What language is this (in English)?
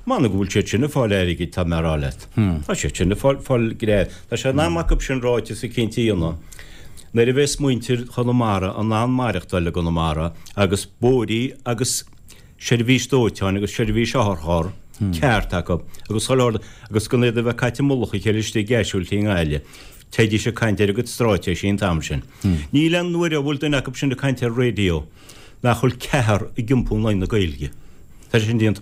Irish